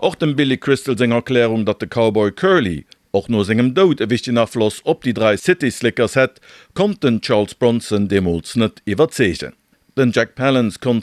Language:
Luxembourgish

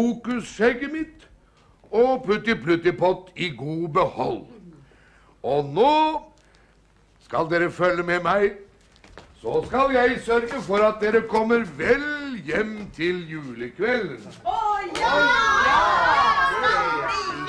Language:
Norwegian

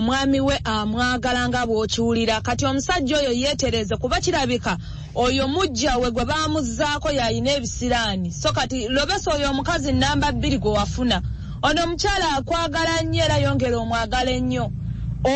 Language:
Ganda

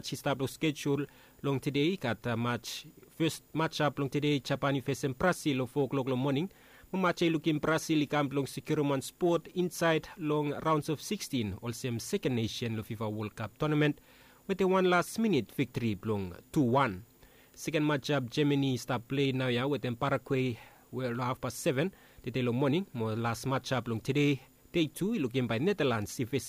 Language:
Bislama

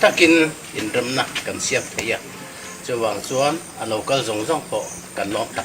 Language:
Riang (India)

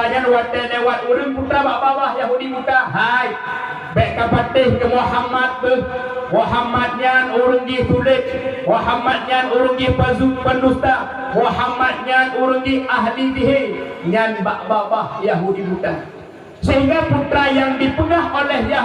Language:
Achinese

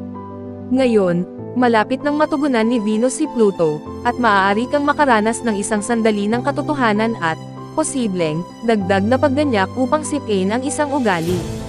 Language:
Filipino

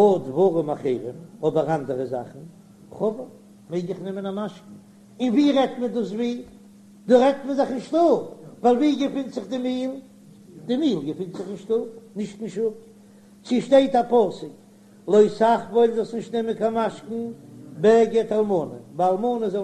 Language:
Yiddish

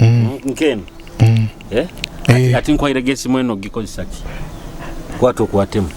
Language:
Nyoro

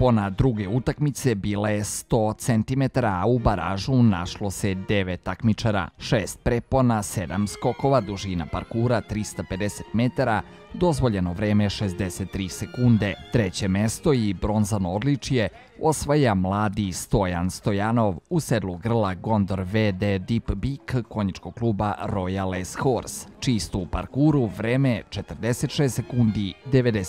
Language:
Serbian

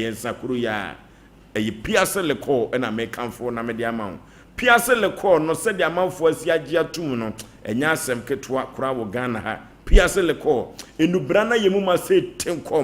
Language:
Akan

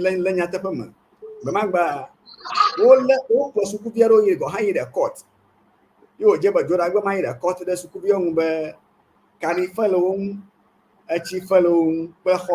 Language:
Ewe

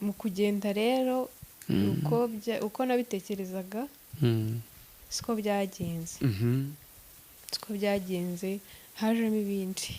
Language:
Kinyarwanda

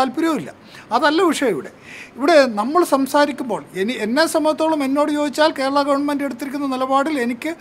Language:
Malayalam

